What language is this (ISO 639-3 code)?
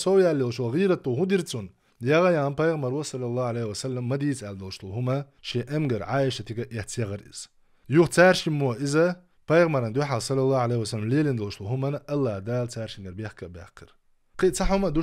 che